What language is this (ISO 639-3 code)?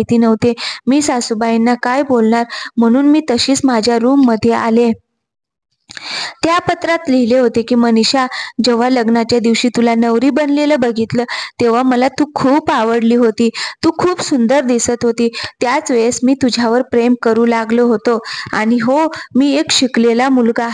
mar